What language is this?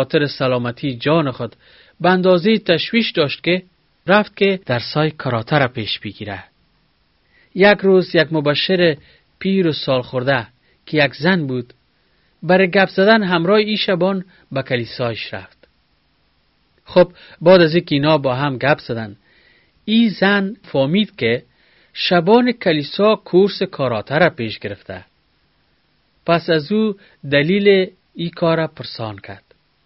Persian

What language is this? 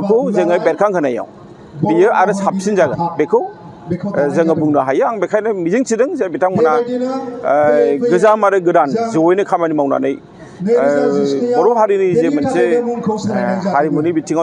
Bodo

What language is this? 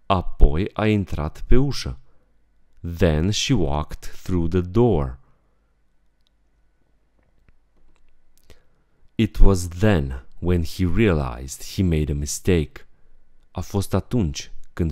Romanian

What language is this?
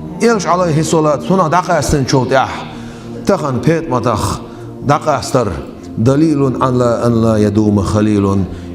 Chechen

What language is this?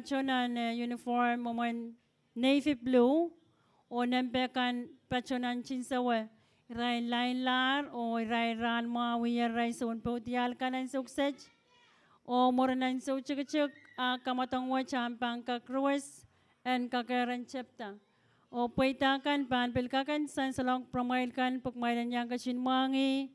Pohnpeian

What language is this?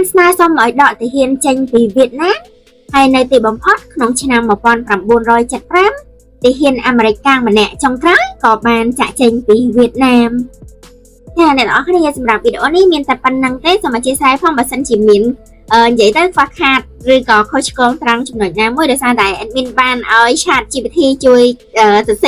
Khmer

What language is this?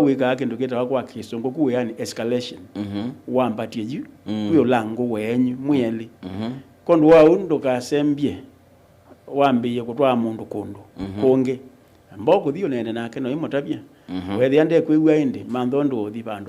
Kamba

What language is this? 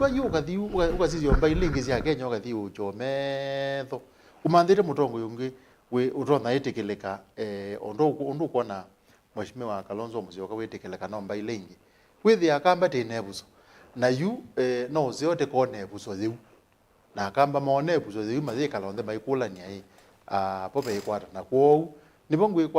Kamba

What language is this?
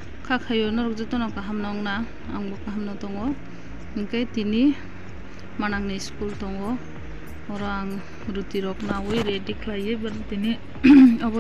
Kok Borok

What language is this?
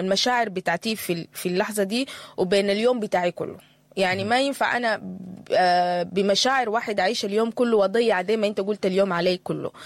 Sudanese Arabic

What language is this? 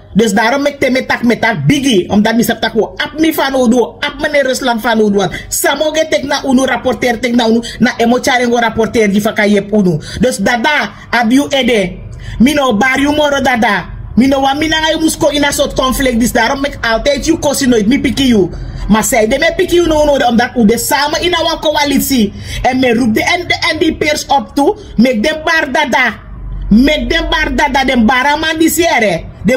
Sranan Tongo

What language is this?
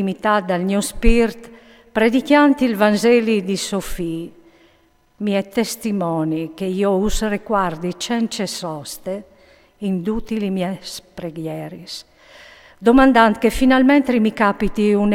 Friulian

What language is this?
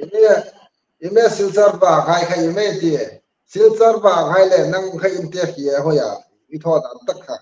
Hmar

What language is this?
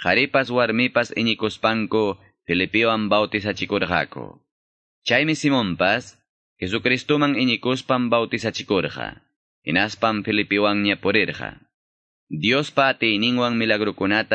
Quechua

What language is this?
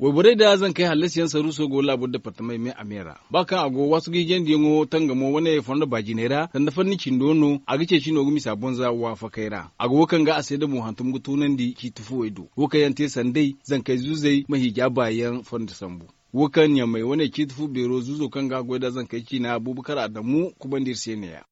Zarma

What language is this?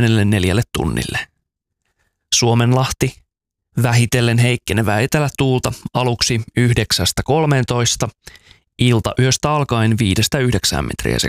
Finnish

